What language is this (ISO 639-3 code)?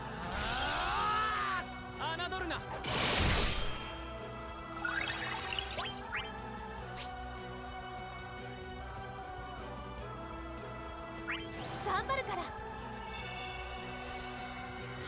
jpn